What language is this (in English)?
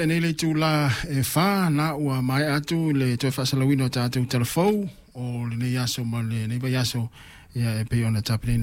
Samoan